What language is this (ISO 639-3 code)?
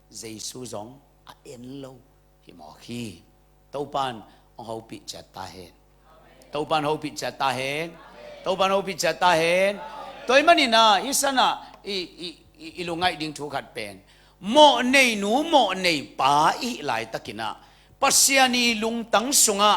ctd